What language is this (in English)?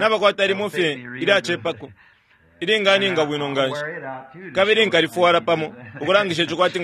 Bemba